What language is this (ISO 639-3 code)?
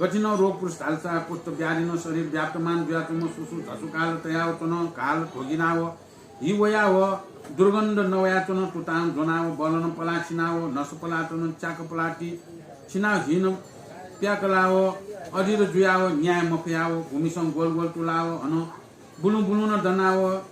new